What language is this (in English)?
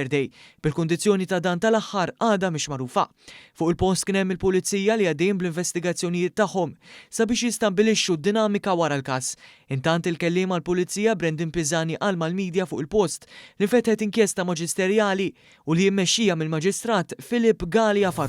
Maltese